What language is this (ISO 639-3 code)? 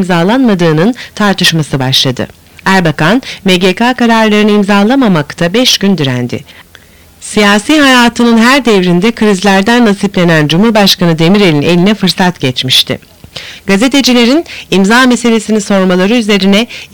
tur